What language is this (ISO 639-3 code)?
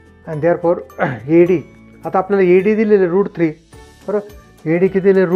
mar